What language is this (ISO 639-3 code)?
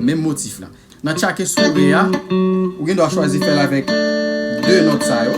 hat